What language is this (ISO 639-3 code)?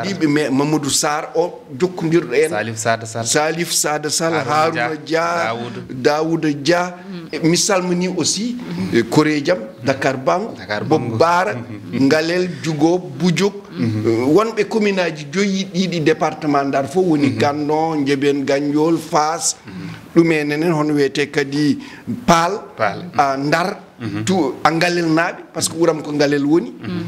ful